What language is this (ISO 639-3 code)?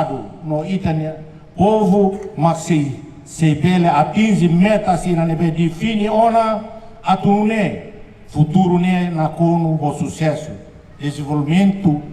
tet